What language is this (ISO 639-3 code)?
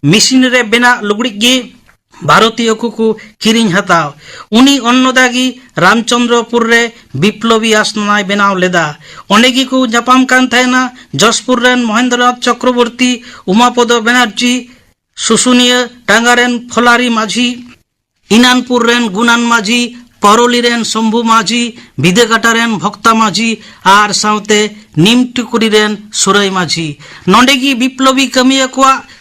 sat